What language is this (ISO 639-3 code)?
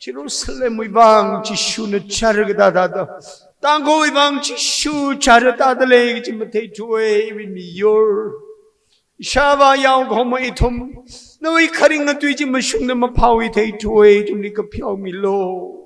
nmf